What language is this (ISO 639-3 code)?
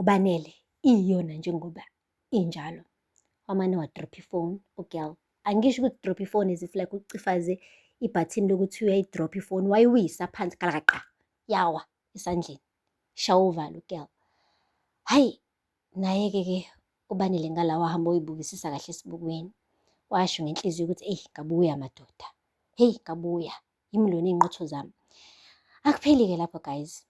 zul